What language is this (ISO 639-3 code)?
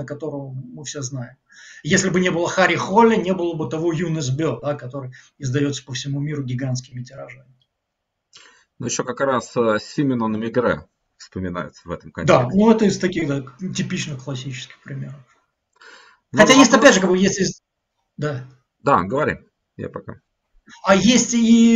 rus